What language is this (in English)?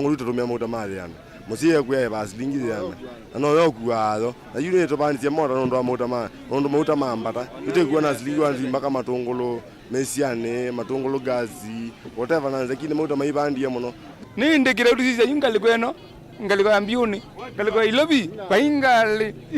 Kamba